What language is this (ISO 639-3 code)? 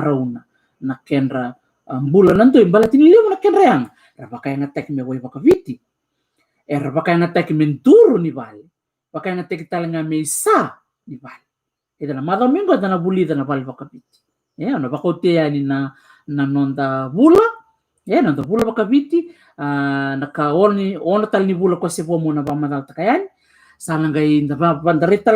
fij